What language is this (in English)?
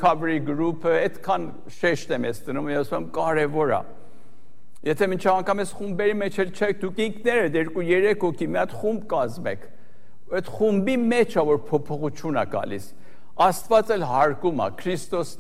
Armenian